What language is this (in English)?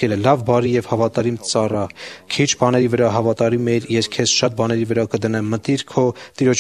Armenian